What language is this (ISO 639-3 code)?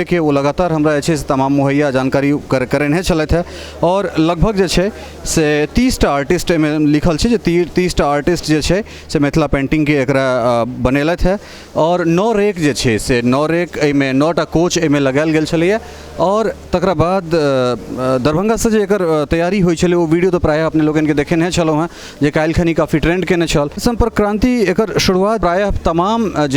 mai